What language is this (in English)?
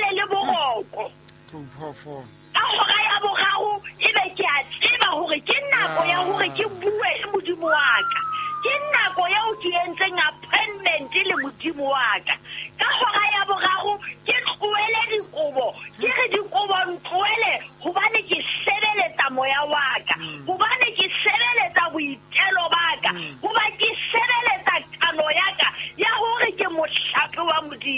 Southern Sotho